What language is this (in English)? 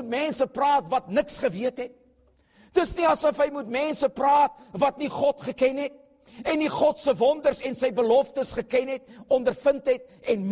Afrikaans